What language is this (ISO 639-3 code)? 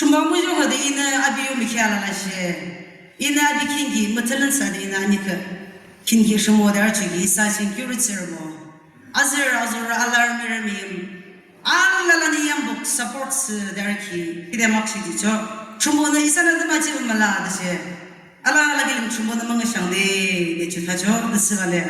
yim